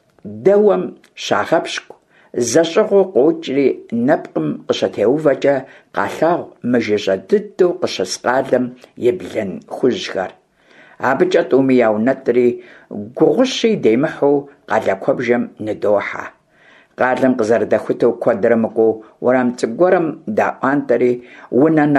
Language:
Kabardian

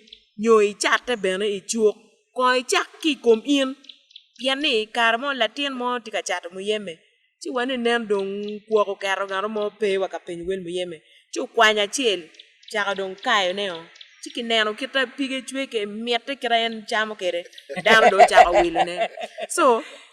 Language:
Acoli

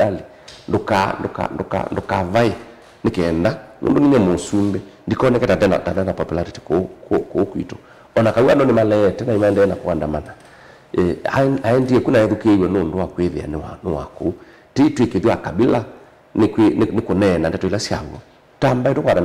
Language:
Kamba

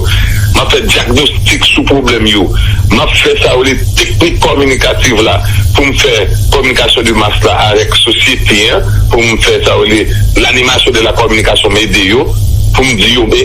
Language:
Haitian Creole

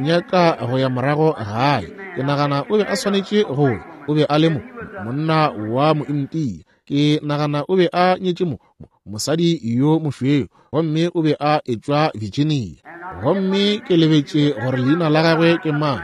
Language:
Northern Sotho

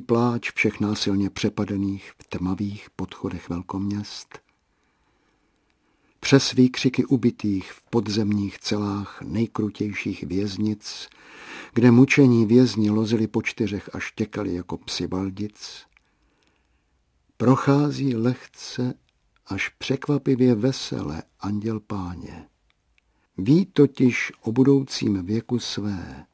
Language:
Czech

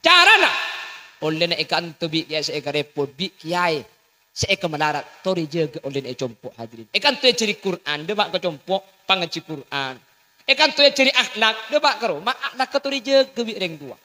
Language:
Madurese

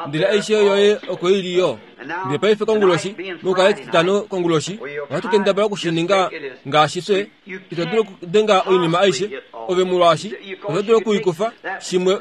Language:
Kuanyama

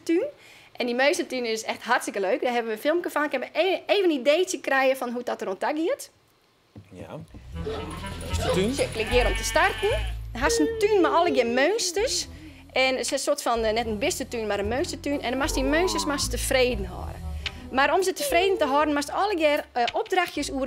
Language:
Western Frisian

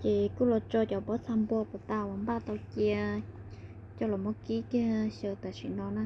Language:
Hmong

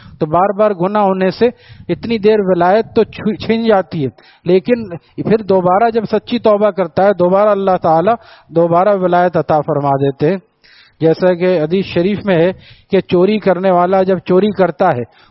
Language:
Urdu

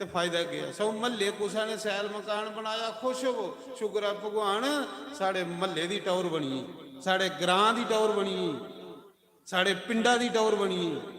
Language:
Dogri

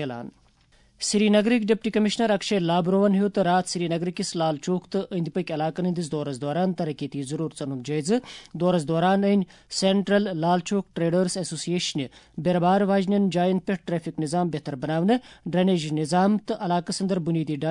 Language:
Kashmiri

